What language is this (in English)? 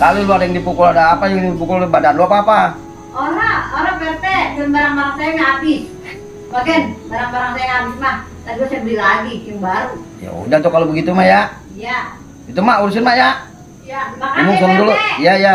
Betawi